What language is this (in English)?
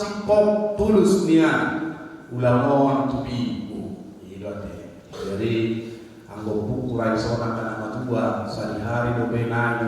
Batak Toba